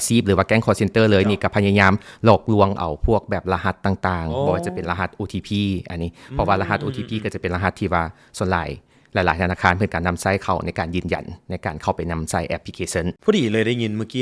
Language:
Lao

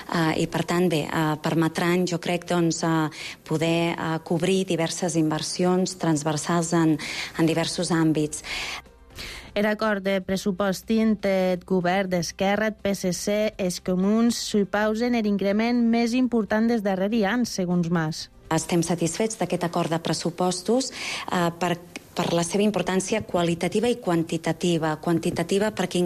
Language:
Catalan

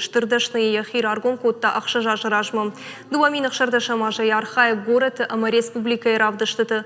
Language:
Ossetic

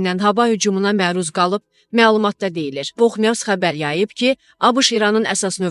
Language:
Azerbaijani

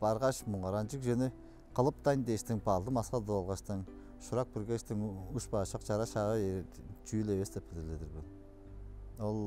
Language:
Tuvinian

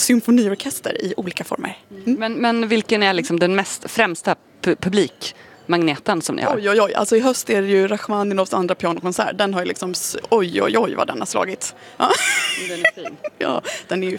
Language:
Swedish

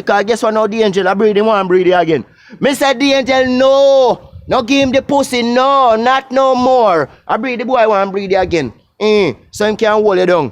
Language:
Jamaican Creole English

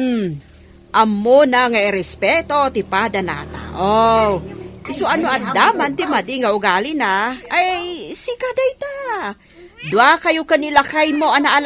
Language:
Iloko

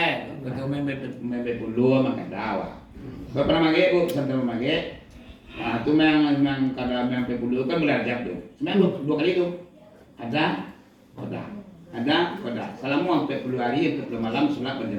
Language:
Minangkabau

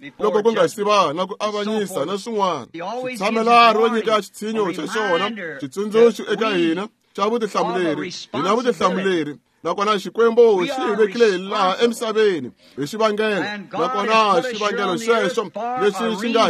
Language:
Tsonga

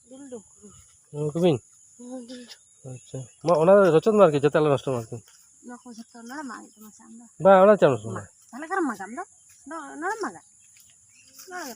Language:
Santali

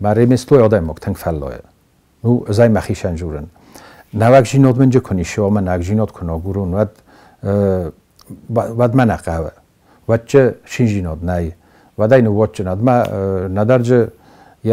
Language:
Ossetic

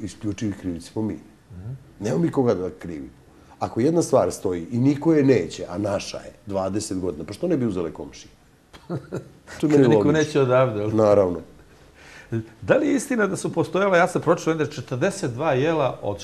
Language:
Serbian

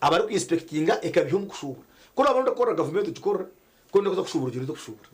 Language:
Nyankole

